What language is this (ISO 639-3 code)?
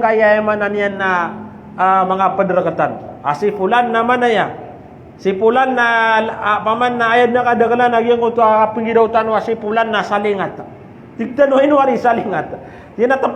mrw